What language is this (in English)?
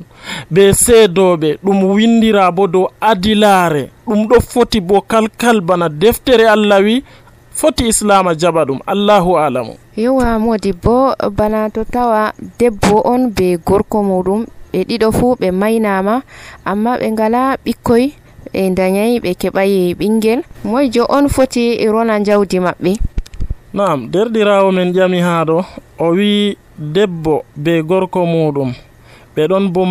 Nigerian Fulfulde